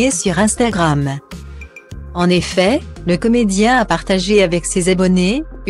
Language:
French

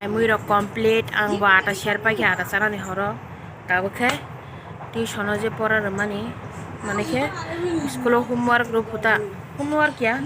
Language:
Kok Borok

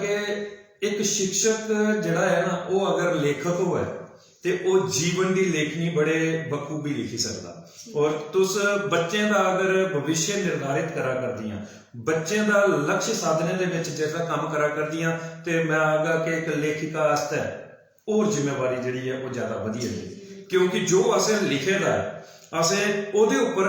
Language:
Dogri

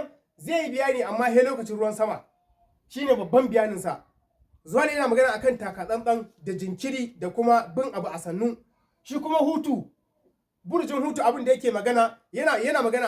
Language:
Hausa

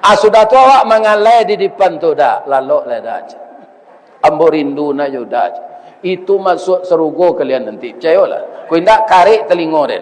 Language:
Minangkabau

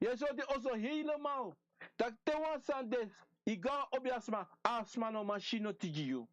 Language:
Sranan Tongo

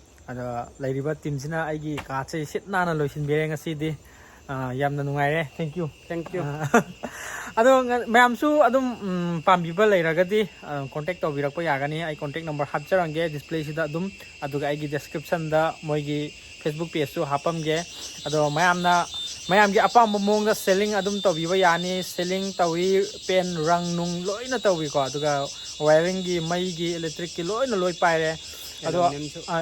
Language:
Manipuri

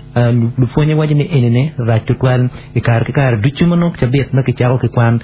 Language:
Acoli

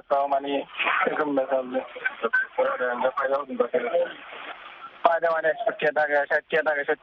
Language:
Bangla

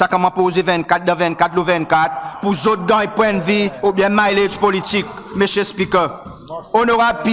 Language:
Seselwa Creole French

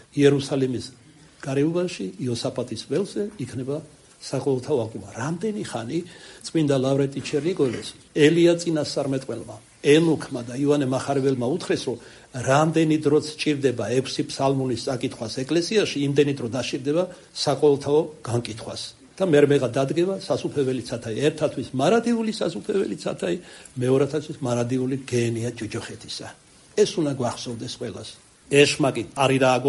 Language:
Georgian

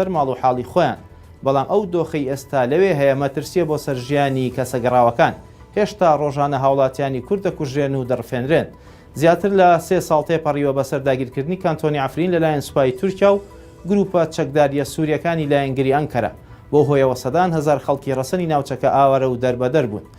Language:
Central Kurdish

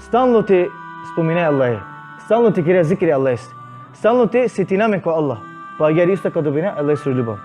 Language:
Balkan Romani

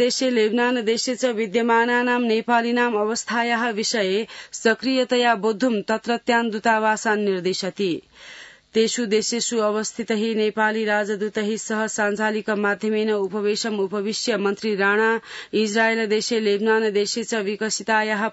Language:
Sanskrit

